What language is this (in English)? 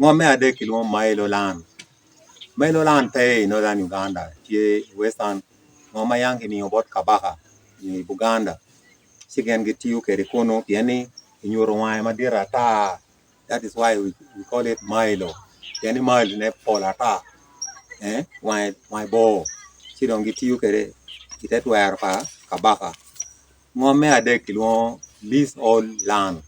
Acoli